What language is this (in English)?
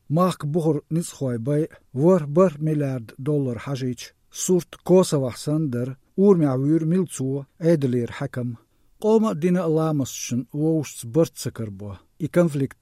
Chechen